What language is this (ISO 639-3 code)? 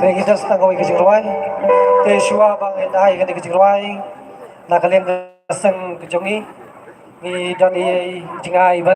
kha